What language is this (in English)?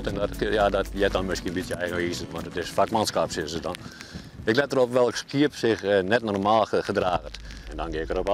Western Frisian